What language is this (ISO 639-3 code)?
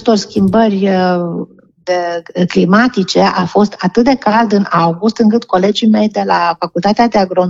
ron